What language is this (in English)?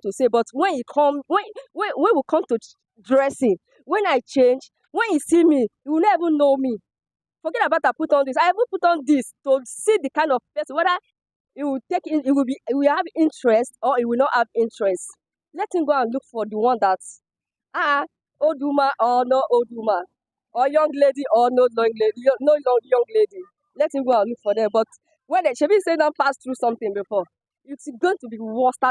Nigerian Pidgin